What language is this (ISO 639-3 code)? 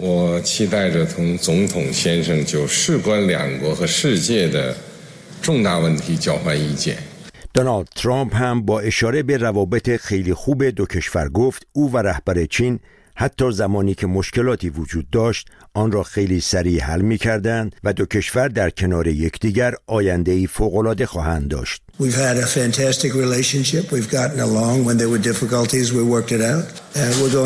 fas